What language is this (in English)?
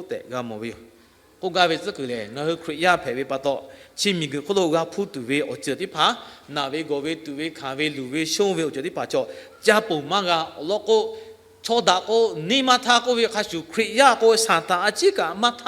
Lahu